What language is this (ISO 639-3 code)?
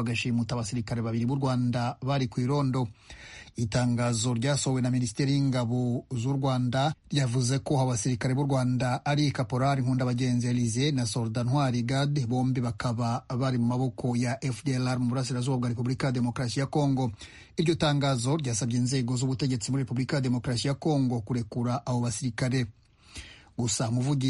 kin